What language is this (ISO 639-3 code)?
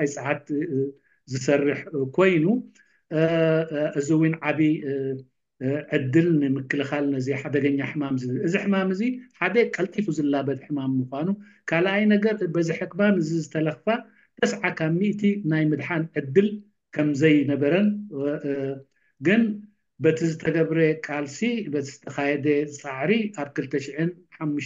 tir